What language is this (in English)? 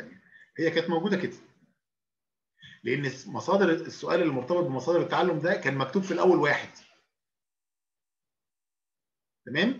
Egyptian Arabic